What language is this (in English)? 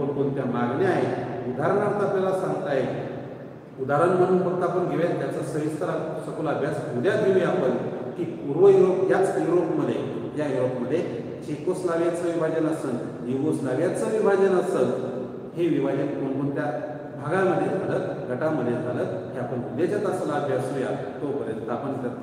Marathi